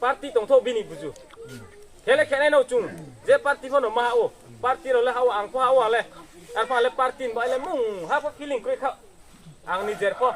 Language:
Riang (India)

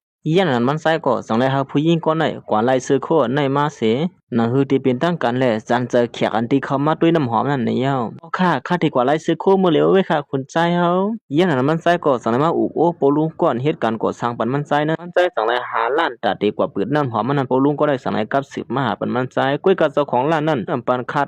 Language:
Shan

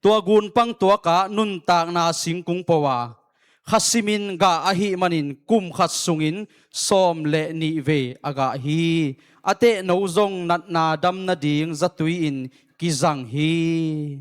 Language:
Tedim Chin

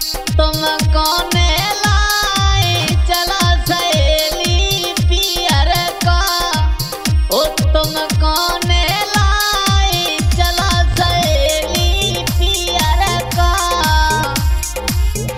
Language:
Bhojpuri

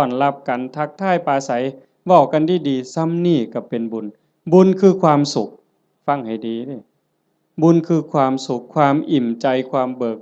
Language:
Northeastern Thai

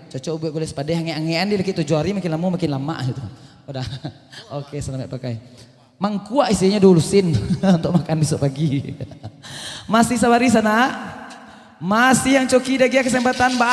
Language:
Minangkabau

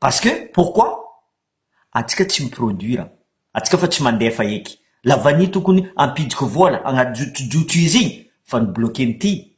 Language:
Malagasy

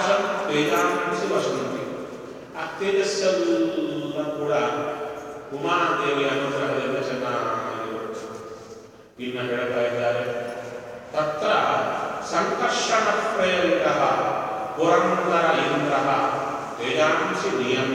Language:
Kannada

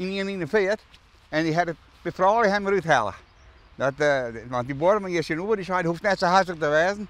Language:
Western Frisian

